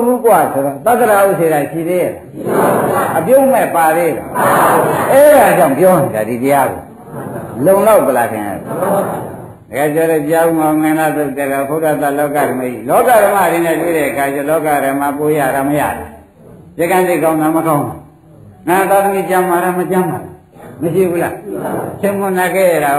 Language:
Burmese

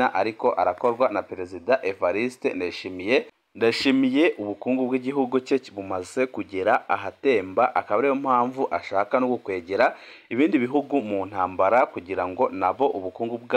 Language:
Rundi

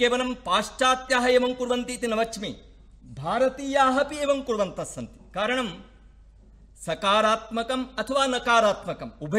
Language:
Sanskrit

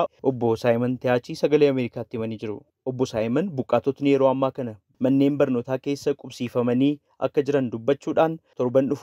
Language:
Oromo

